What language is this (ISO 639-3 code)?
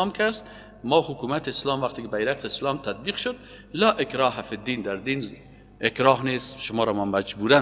fas